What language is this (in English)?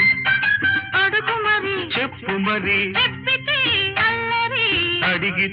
Telugu